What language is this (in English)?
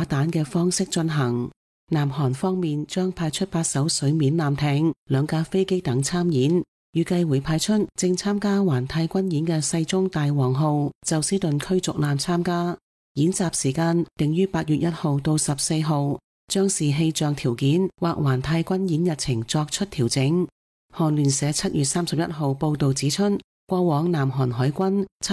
Cantonese